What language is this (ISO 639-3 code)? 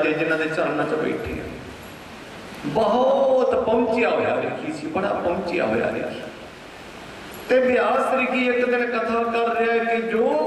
pan